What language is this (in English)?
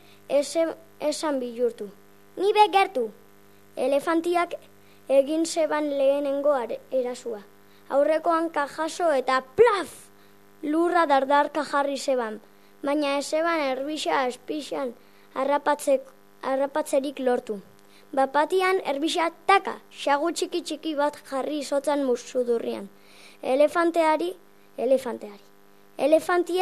Basque